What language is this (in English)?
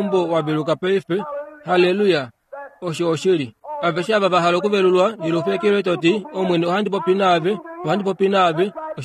Kuanyama